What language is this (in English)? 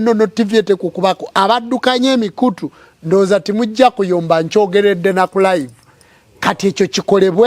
Ganda